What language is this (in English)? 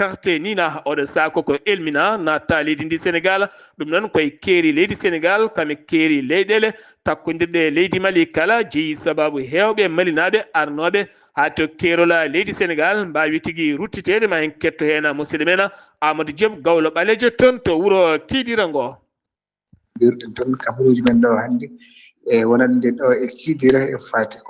Fula